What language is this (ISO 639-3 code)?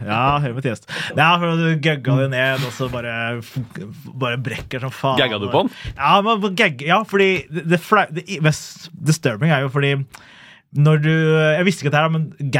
nor